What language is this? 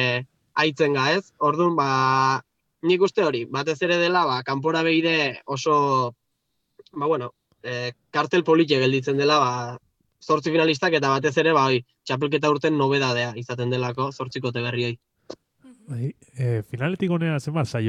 Basque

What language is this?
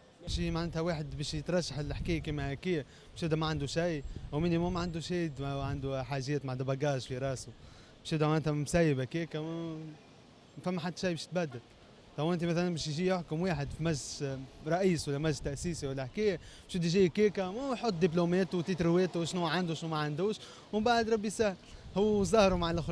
Tunisian Arabic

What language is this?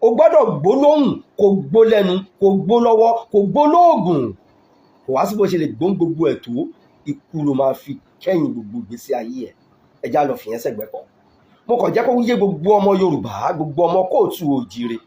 Yoruba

